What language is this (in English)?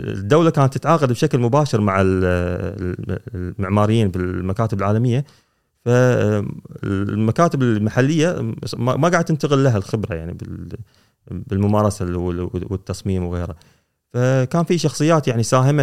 Gulf Arabic